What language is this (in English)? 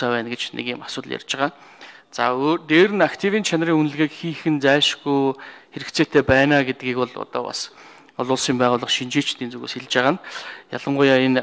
Mongolian